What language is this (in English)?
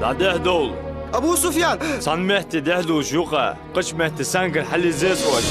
Ingush